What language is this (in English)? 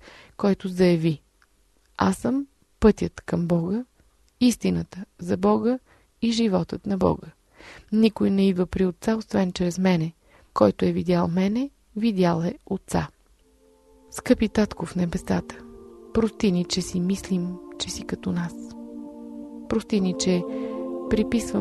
Bulgarian